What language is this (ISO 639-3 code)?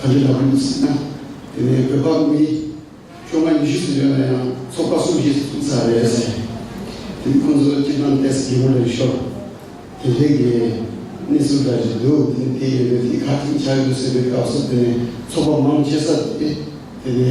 bod